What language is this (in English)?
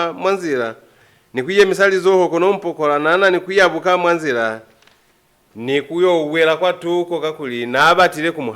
Lozi